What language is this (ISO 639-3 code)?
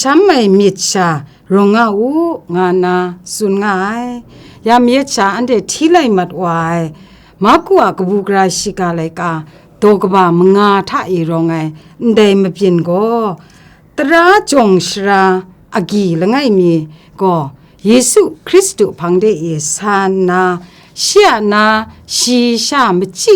kac